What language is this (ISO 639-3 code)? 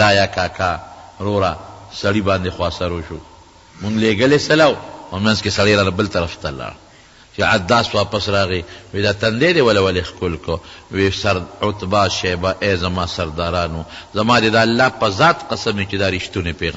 pus